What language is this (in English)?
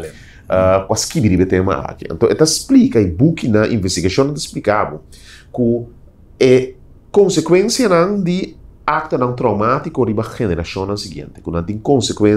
Papiamento